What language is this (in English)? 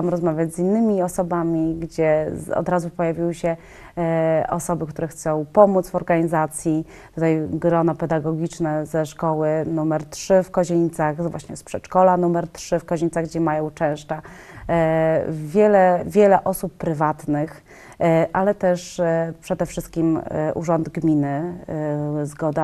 Polish